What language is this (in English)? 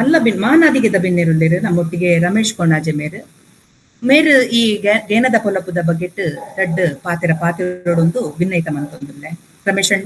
Tulu